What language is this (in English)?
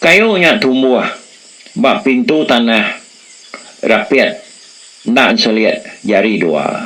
Iban